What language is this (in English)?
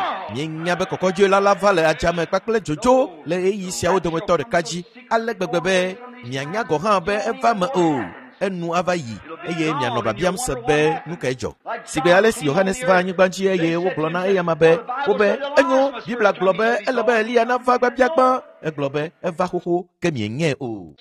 Ewe